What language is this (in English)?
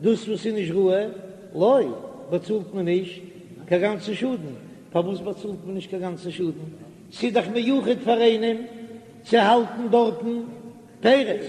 Yiddish